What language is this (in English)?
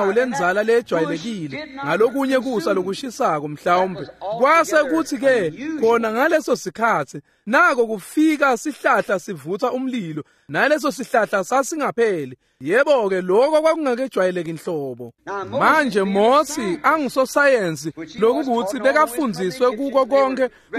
Swati